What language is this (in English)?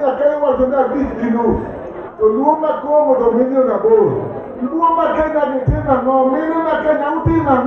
Luo (Kenya and Tanzania)